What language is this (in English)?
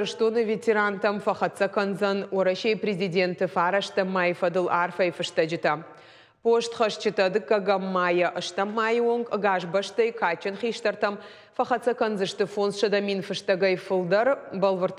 Ossetic